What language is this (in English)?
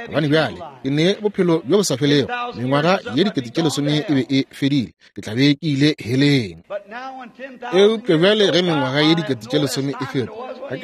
Northern Sotho